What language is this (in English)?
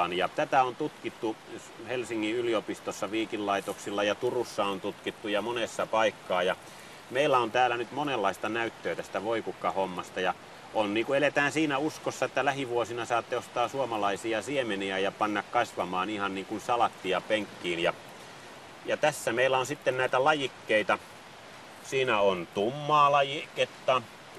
Finnish